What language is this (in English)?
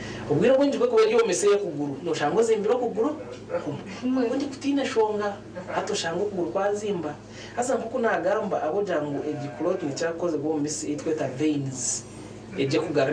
Nyankole